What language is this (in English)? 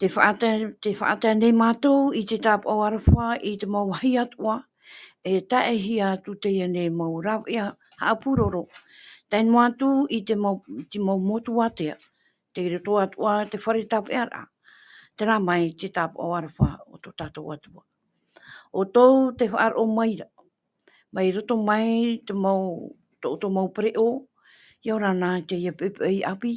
Tahitian